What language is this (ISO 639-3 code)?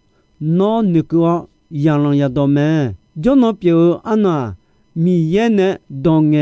ahk